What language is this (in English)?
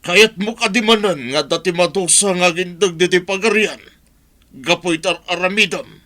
Iloko